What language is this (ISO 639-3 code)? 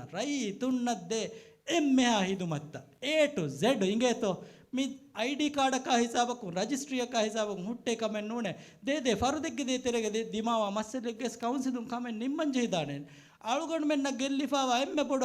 div